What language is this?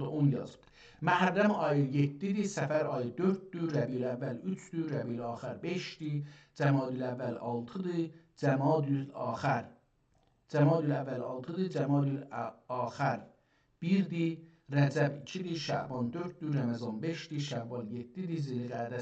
South Azerbaijani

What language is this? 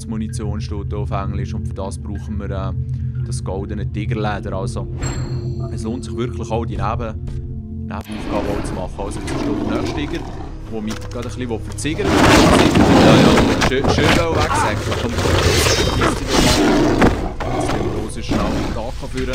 Swiss German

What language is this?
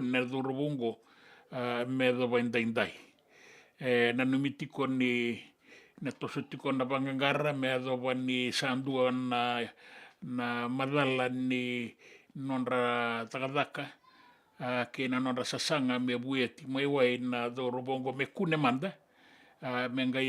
Fijian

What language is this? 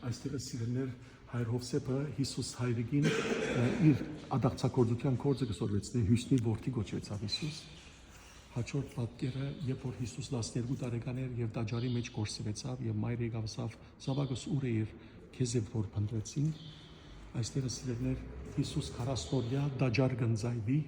Western Armenian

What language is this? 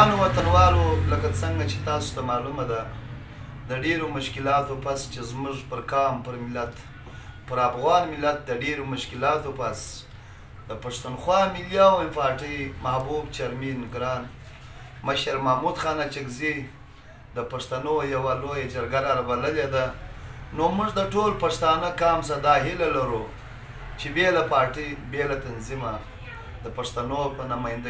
Pashto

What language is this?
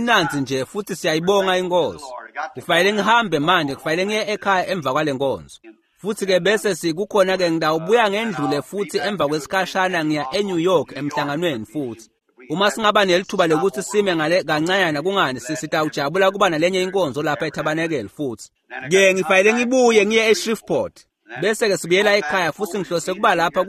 Swati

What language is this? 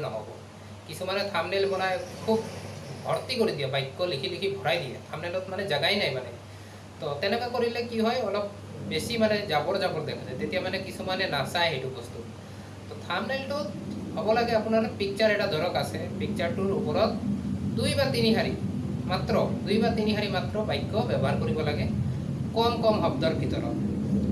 Assamese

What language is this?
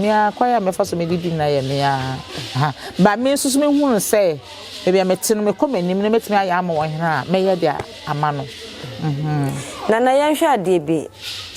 Akan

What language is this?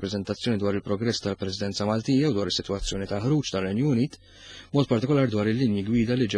Maltese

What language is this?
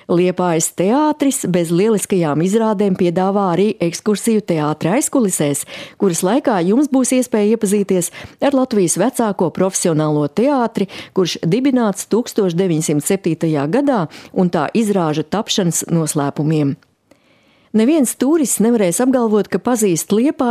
Latvian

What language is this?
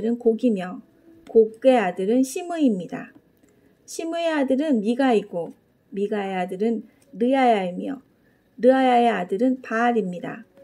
Korean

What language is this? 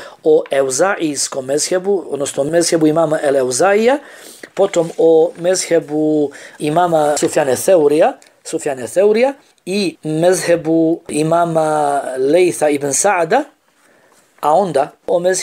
Bosnian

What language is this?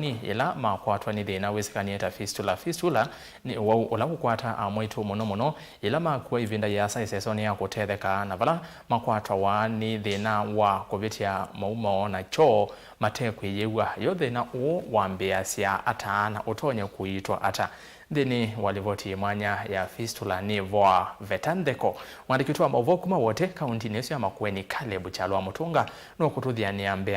Kamba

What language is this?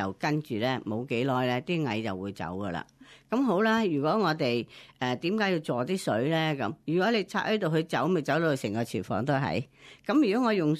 Cantonese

